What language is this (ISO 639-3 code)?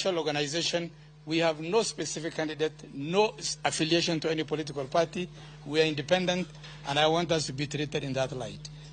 luo